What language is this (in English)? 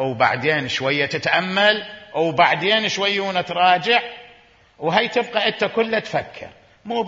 Mesopotamian Arabic